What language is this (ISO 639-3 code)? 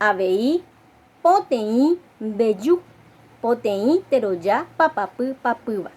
grn